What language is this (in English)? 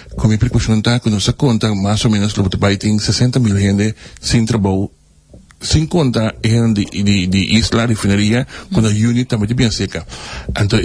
Papiamento